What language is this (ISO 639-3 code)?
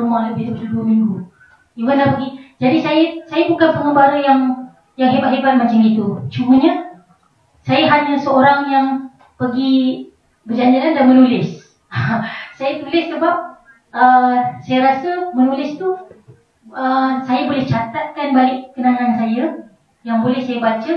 msa